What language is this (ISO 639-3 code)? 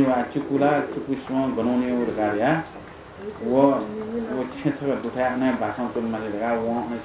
new